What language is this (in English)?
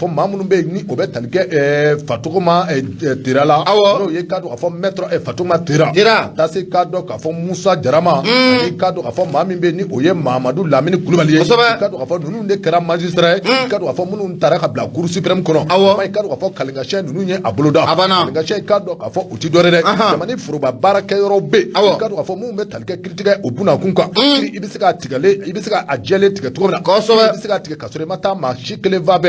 Bambara